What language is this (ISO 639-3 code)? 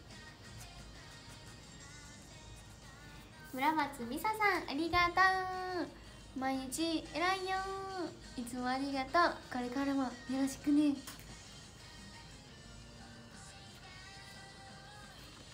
jpn